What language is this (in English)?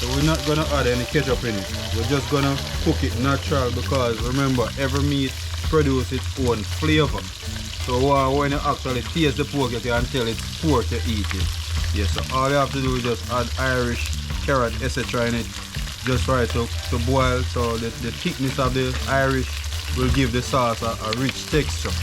Jamaican Creole English